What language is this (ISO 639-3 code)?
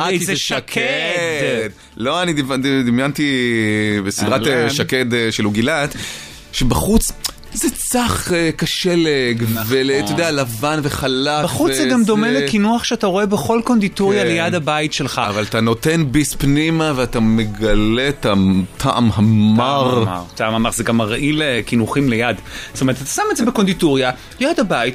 heb